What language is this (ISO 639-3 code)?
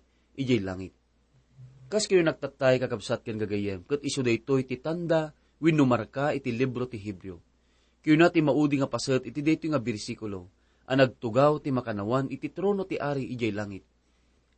ilo